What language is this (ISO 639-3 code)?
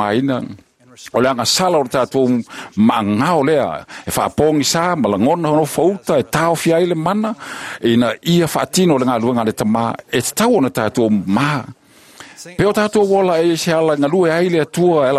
smo